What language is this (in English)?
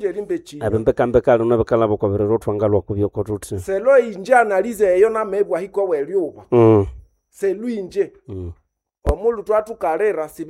Nande